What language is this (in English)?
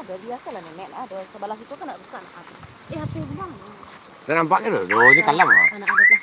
Minangkabau